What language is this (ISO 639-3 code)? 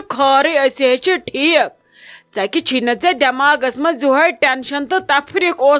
kas